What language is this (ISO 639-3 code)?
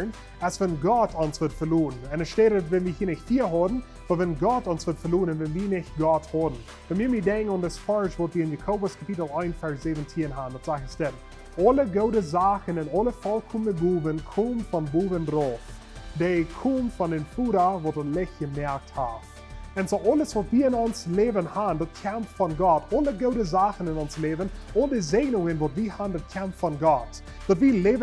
pdt